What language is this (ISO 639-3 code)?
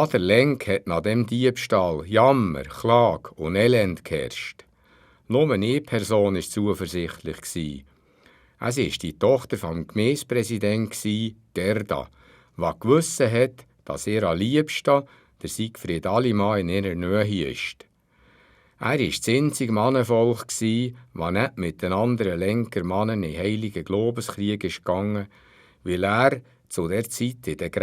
gsw